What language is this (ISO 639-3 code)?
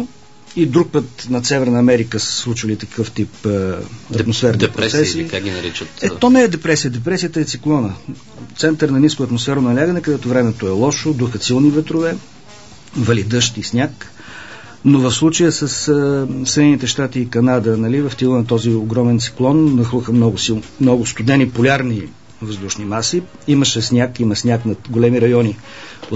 bul